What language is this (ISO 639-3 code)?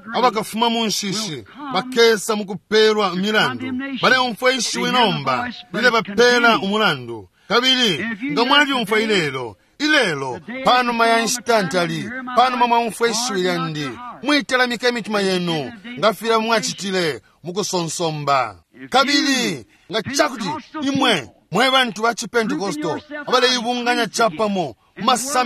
bem